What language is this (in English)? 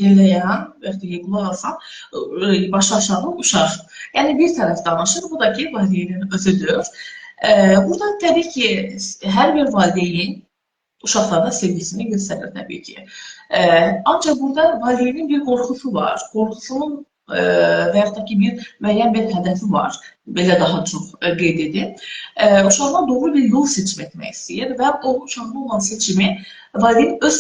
Azerbaijani